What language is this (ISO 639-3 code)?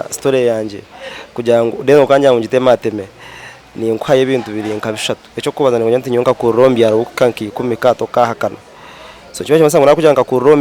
nyn